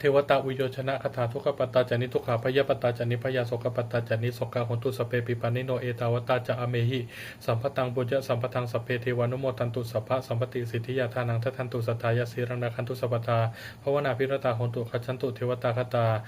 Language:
Pali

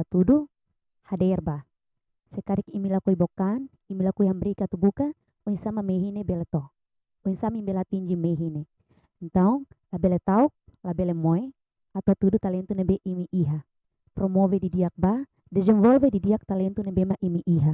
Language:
Tetum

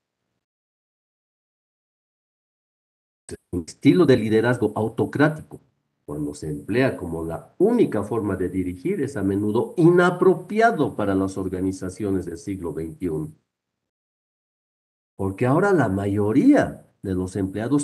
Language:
Spanish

